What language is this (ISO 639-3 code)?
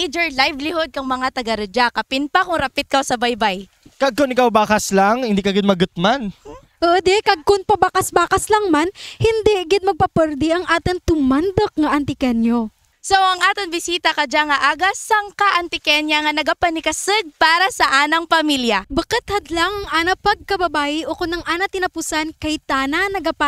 krj